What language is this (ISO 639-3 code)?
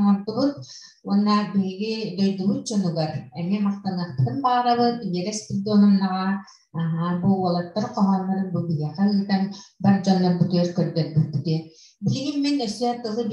sah